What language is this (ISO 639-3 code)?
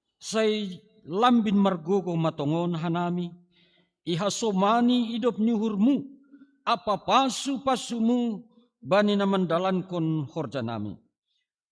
bts